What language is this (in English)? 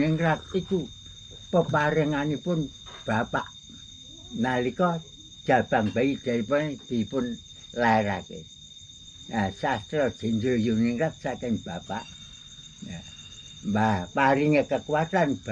Javanese